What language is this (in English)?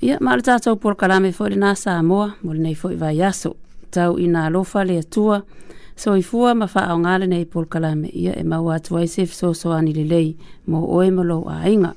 Samoan